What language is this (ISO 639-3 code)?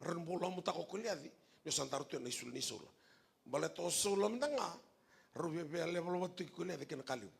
fij